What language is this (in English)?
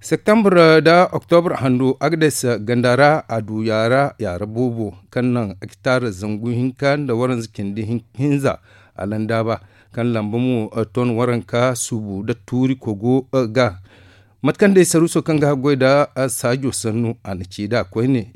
Zarma